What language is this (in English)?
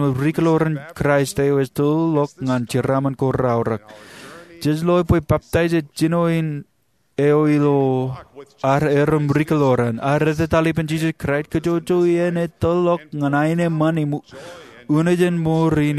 Marshallese